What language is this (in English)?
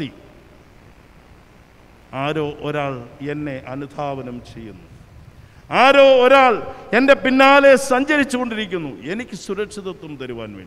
Malayalam